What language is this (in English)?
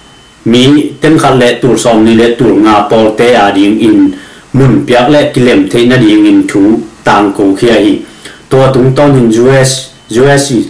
Tedim Chin